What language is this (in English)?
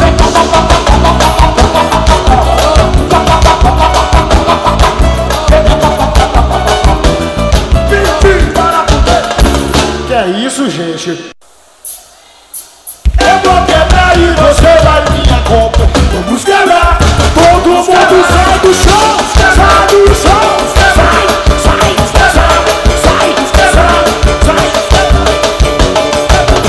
Portuguese